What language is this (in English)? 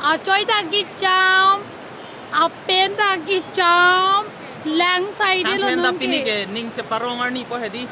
Karbi